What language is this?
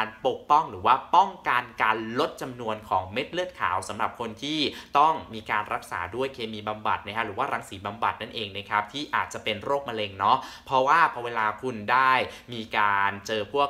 Thai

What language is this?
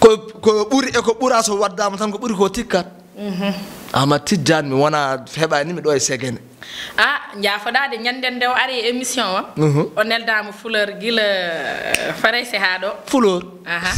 Fula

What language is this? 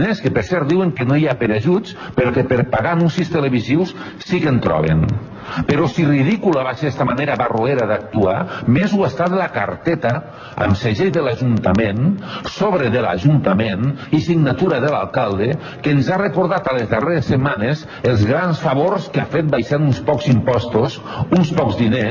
Catalan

